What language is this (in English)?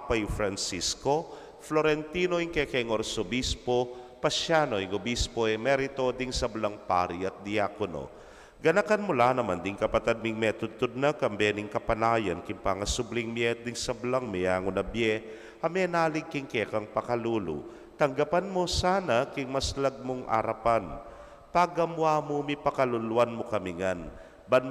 Pampanga